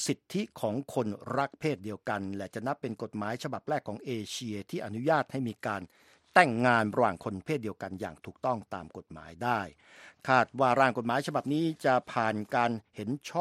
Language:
Thai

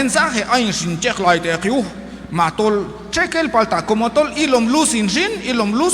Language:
Q'anjob'al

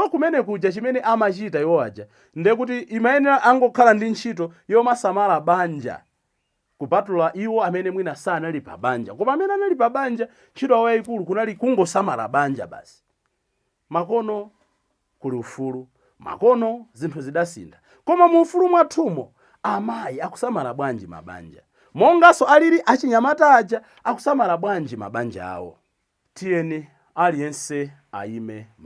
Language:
Nyanja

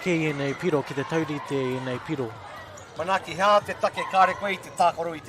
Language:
Māori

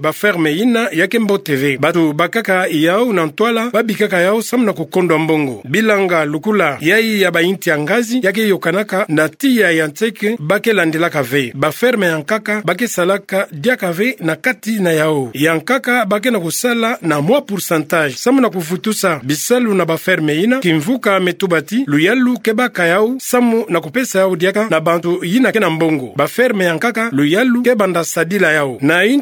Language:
Kituba (Democratic Republic of Congo)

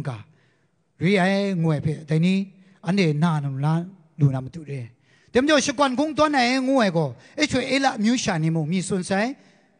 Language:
Kachin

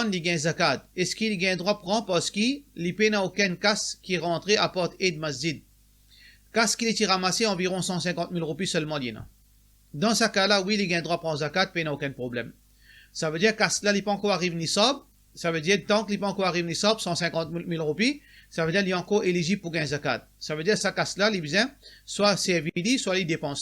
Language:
Morisyen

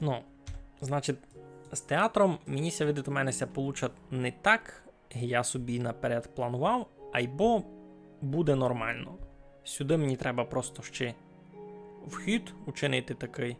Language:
Rusyn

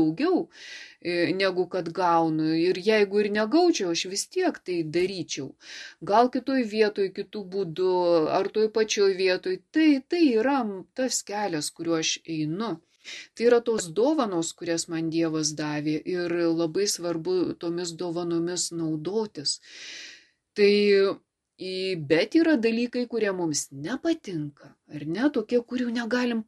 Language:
Lithuanian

